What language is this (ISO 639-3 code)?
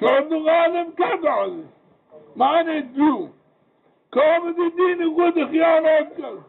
zza